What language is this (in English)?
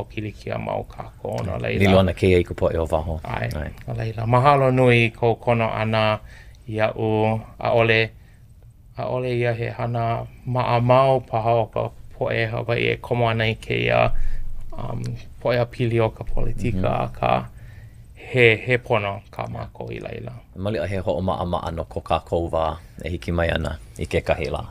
Hawaiian